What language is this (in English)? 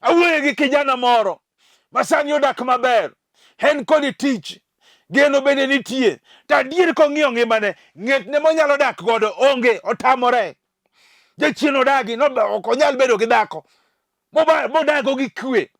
Luo (Kenya and Tanzania)